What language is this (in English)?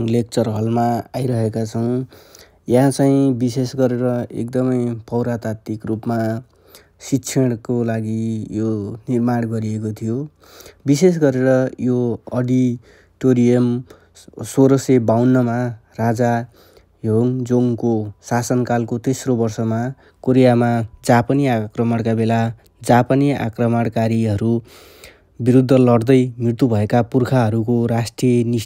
Nepali